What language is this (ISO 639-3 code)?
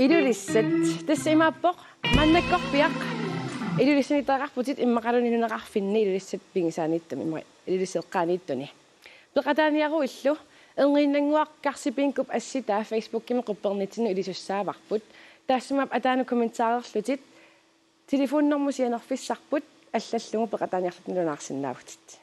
kal